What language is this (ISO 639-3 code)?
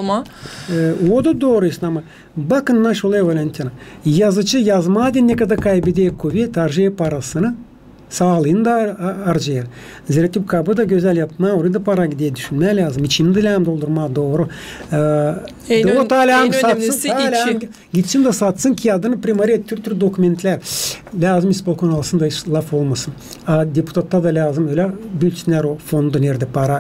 gag